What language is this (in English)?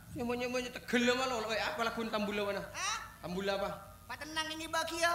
Madurese